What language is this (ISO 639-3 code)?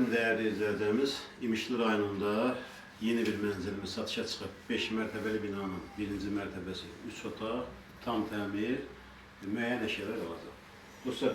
aze